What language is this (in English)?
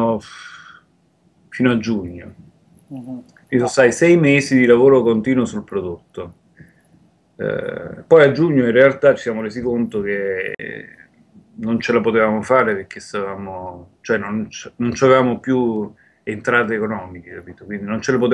Italian